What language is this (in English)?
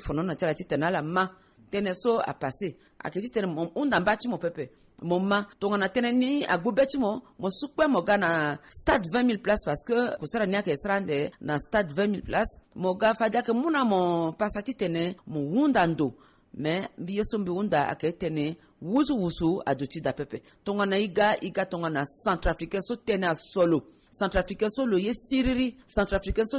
Sango